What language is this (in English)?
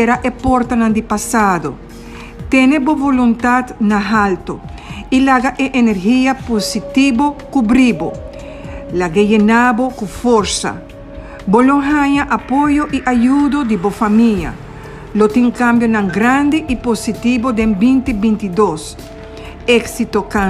Papiamento